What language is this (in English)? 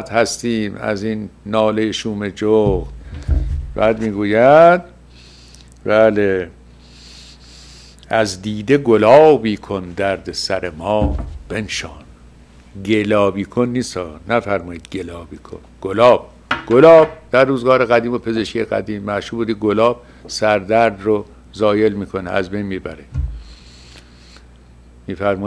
Persian